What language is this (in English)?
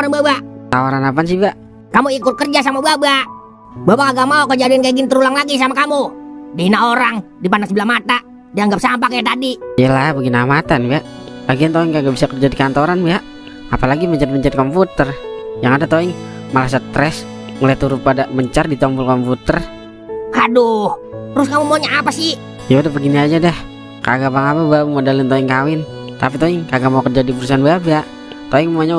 Betawi